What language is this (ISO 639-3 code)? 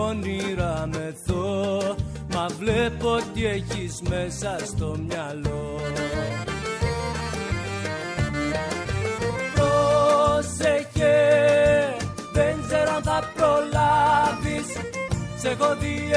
ell